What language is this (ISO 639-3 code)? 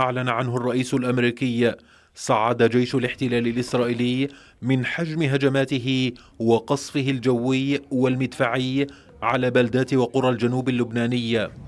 ara